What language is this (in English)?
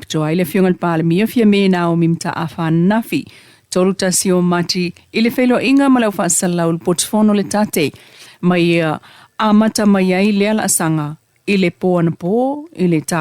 Samoan